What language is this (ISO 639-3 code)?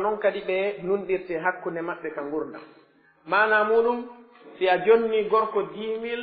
fuf